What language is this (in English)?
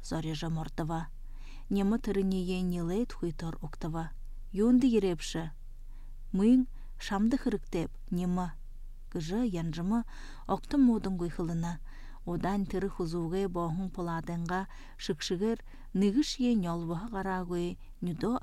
Buriat